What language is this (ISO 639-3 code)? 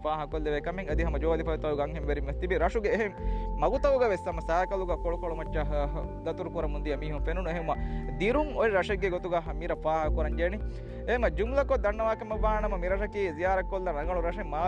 div